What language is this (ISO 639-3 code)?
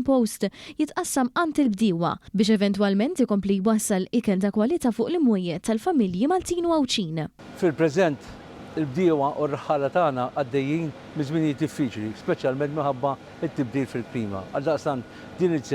mlt